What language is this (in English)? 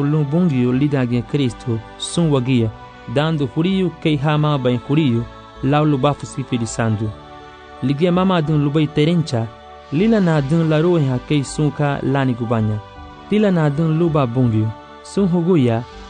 Garifuna